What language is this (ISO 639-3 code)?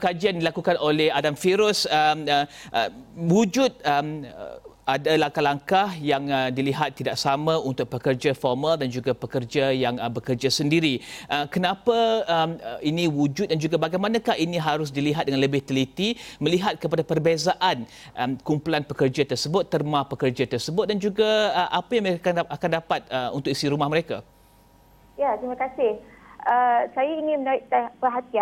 msa